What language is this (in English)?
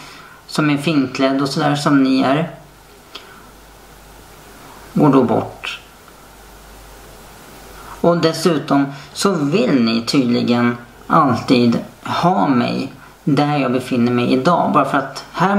Swedish